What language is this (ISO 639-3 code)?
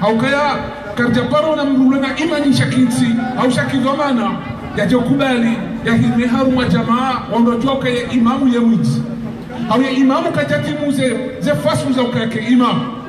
zdj